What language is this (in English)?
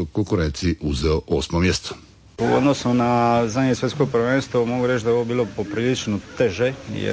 Croatian